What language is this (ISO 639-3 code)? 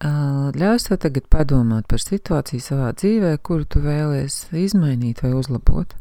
lav